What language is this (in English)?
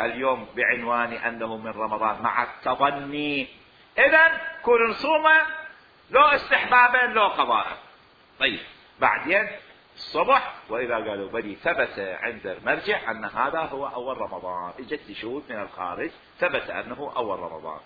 Mesopotamian Arabic